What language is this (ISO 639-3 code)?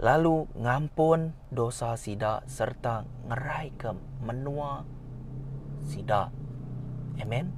iba